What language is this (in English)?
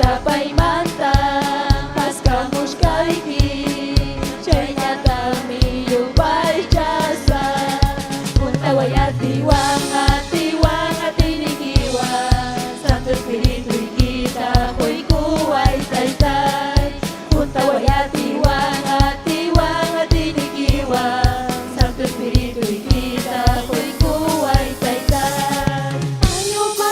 Ayacucho Quechua